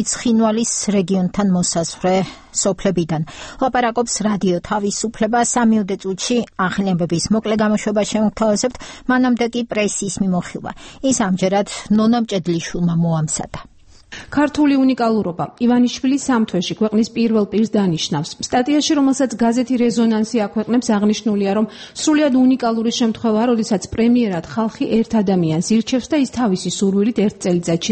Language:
Georgian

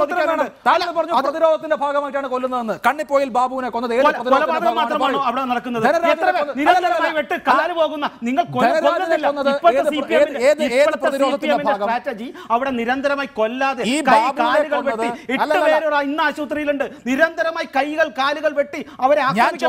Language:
Malayalam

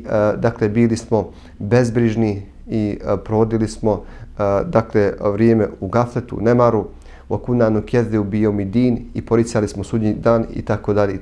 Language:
Bosnian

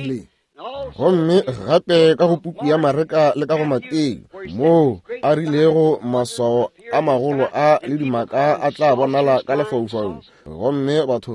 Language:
Northern Sotho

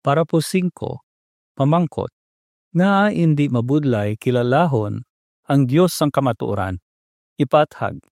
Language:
Hiligaynon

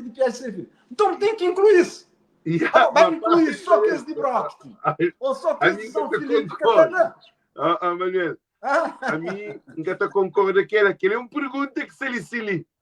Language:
Kabuverdianu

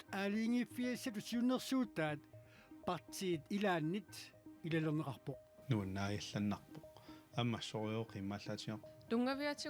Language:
Kalaallisut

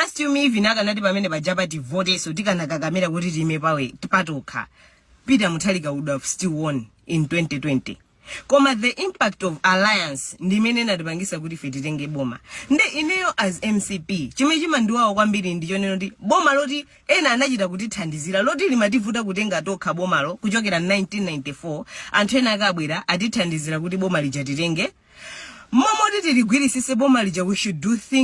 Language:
Nyanja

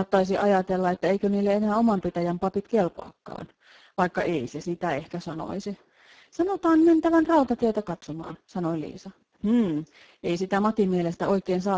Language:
Finnish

